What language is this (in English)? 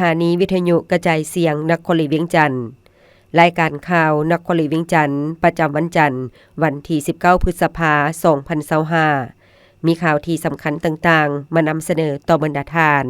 Lao